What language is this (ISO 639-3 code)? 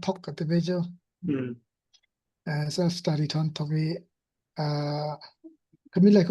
cfm